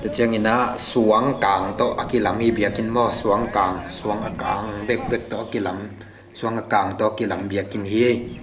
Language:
Tedim Chin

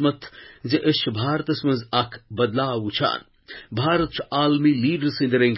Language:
Kashmiri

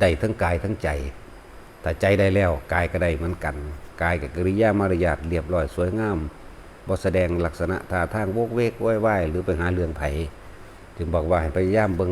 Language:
Northeastern Thai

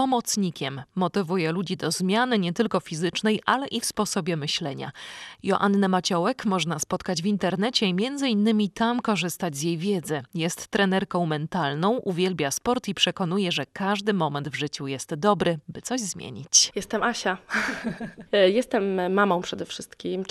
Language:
Polish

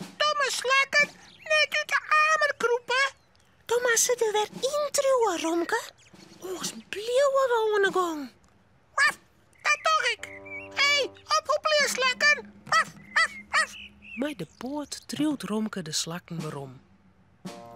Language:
Western Frisian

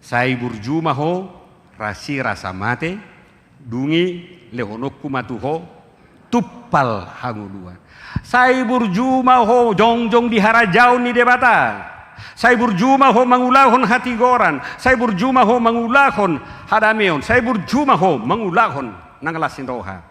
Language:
Batak Toba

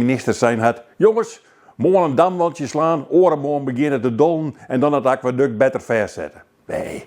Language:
Western Frisian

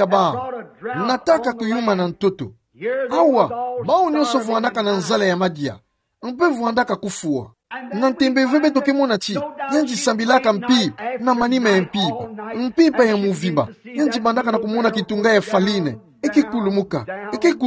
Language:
Kituba (Democratic Republic of Congo)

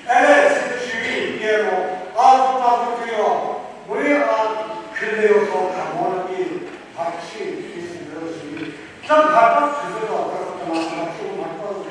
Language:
Chokri Naga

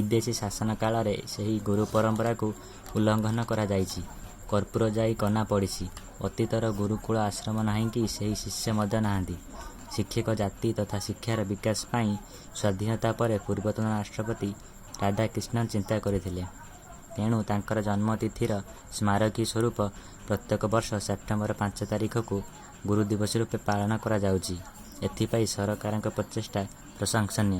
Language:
Odia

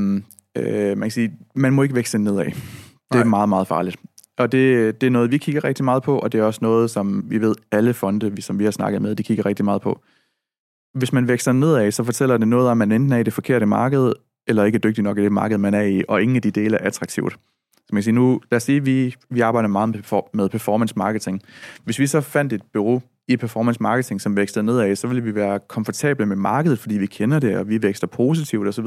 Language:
Danish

